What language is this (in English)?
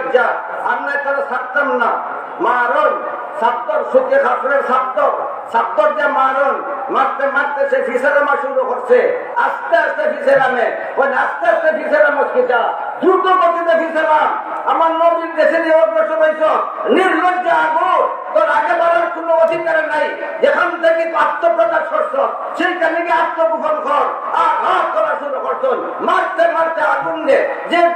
Sylheti